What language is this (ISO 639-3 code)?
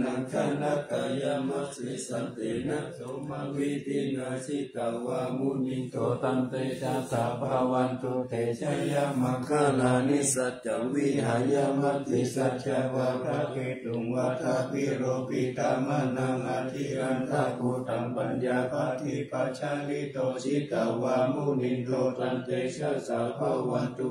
pli